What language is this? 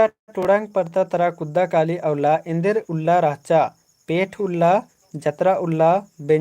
Kurukh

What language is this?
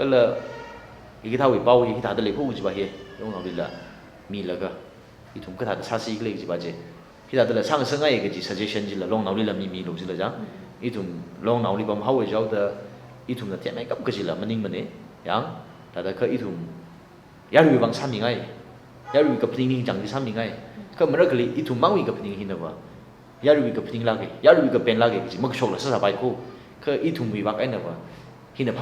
Tangkhul Naga (India)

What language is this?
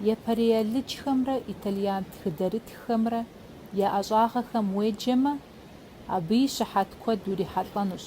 Kabardian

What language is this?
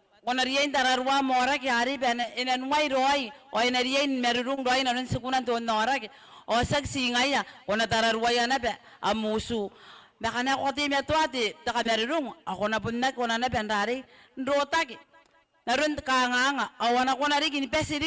Gilbertese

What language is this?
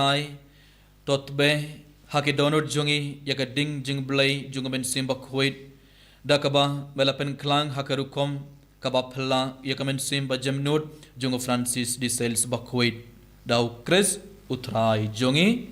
Khasi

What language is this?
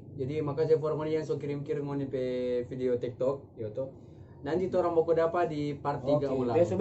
Manado Malay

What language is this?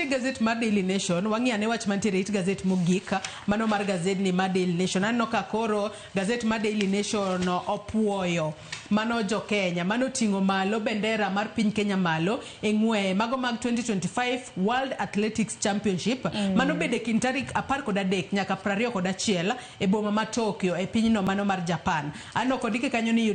Luo (Kenya and Tanzania)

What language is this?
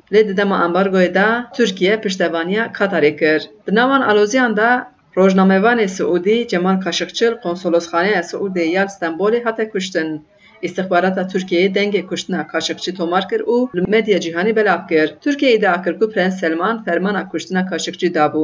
Kurdish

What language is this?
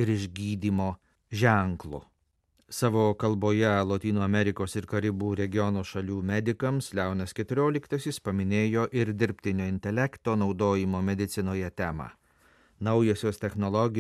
Lithuanian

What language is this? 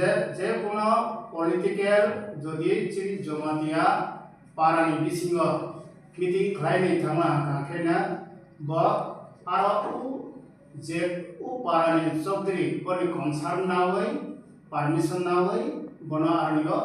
Kok Borok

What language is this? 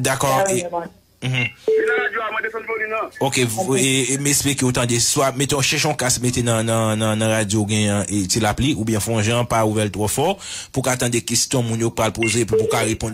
Haitian Creole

